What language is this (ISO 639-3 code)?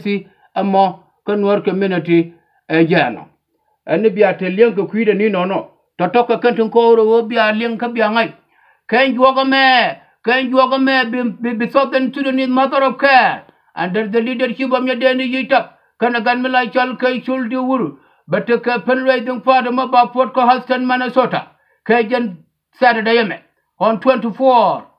nus